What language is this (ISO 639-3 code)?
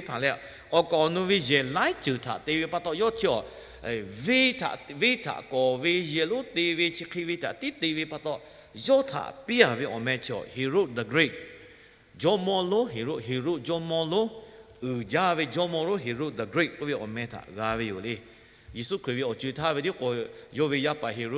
lhu